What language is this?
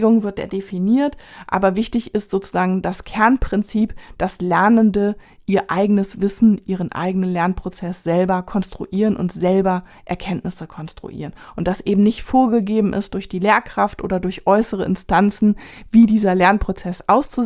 German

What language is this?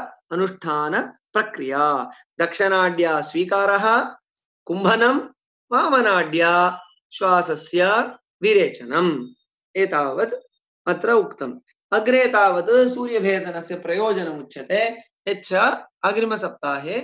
Sanskrit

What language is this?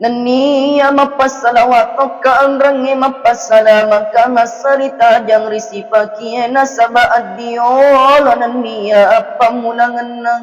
Buginese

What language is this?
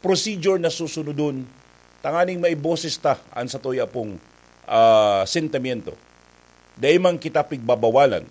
Bikol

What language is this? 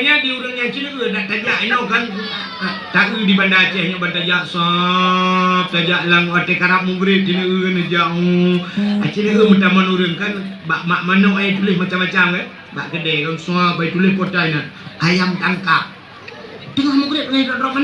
Achinese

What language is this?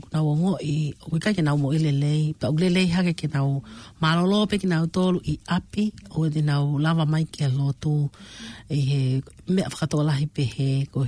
Tongan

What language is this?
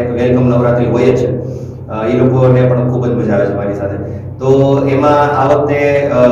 Gujarati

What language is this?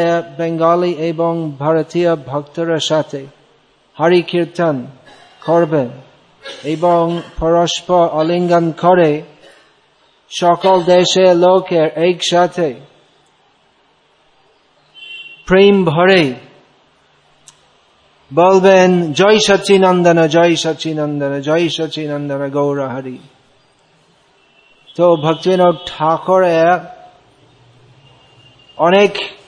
Bangla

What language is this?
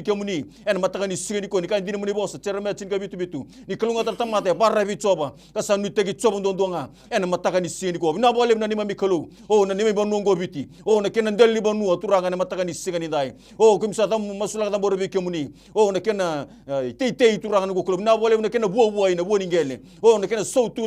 Fijian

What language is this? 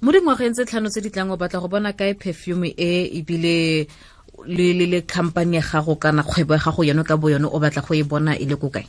Tswana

